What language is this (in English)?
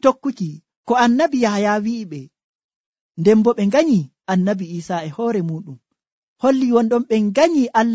Nigerian Fulfulde